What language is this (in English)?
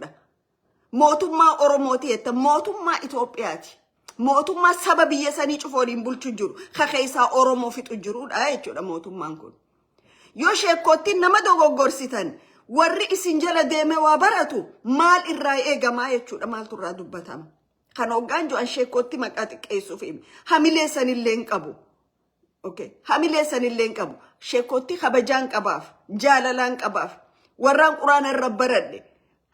Oromo